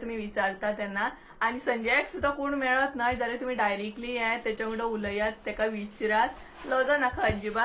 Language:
Konkani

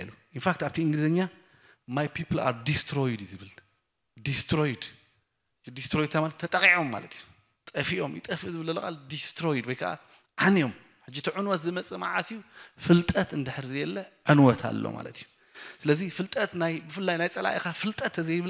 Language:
Tigrinya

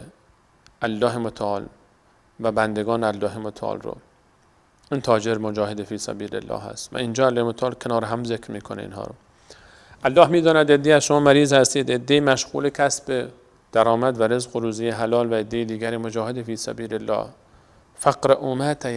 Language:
Persian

